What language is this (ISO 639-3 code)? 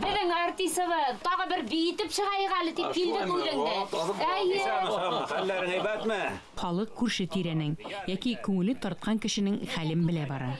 bak